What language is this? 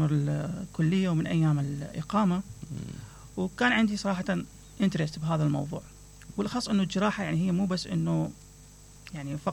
Mesopotamian Arabic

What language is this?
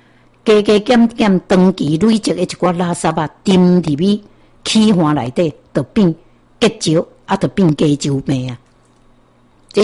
Min Nan Chinese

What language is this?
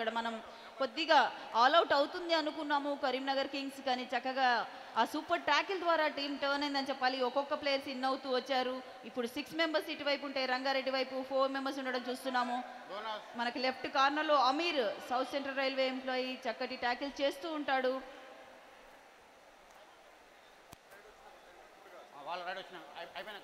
Telugu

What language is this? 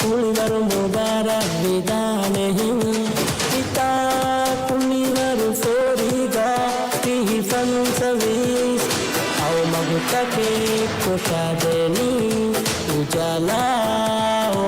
Divehi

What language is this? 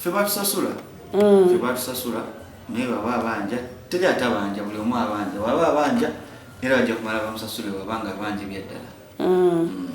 Ganda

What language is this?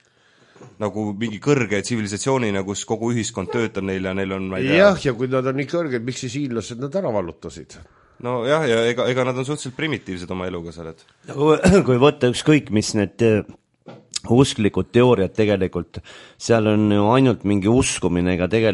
Estonian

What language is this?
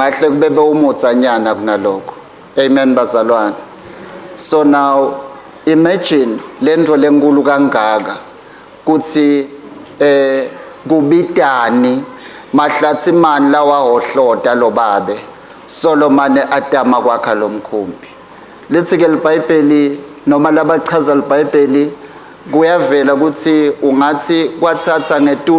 Swati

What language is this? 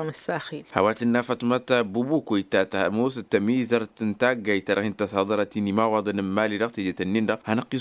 Tamasheq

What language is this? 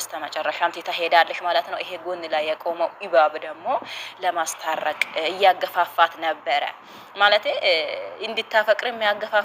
Amharic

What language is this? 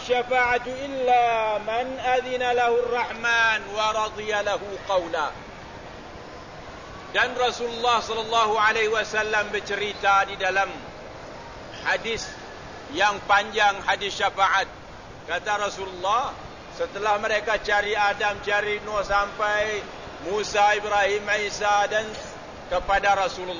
Malay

